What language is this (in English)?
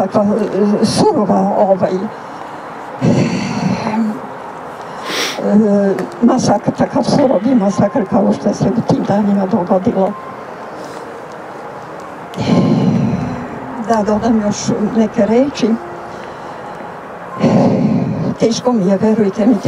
Serbian